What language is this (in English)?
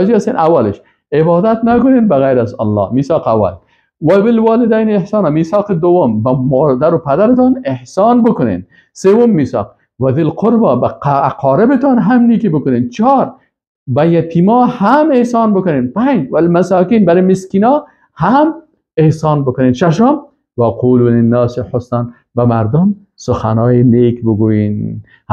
Persian